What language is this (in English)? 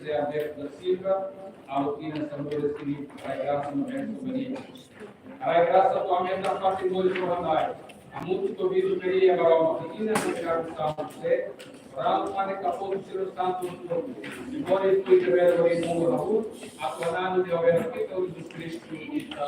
Tetum